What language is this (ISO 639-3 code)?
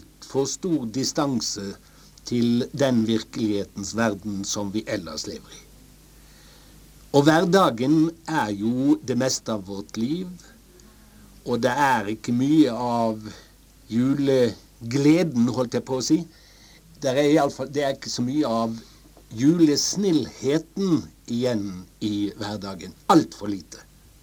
nor